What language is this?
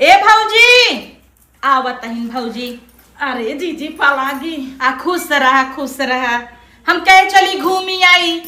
Awadhi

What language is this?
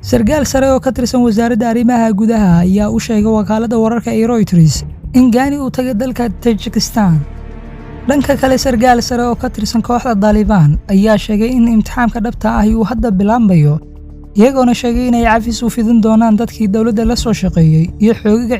Somali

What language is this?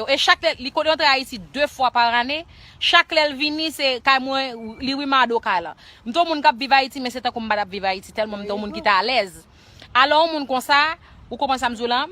Haitian Creole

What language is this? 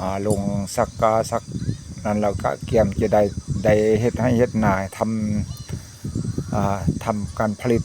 Northeastern Thai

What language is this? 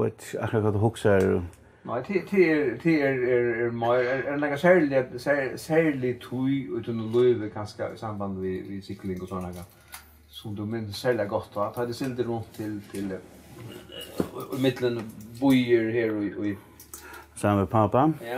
Faroese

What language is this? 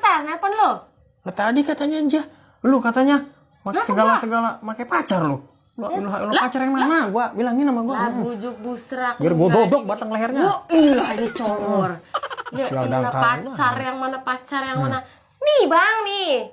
Betawi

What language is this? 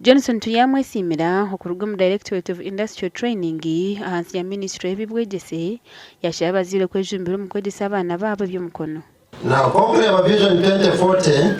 Nyankole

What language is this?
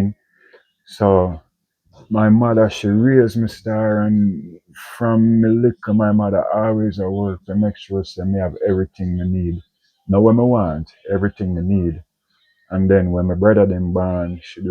Jamaican Creole English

